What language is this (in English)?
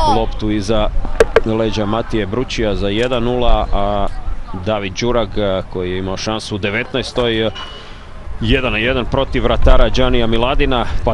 Croatian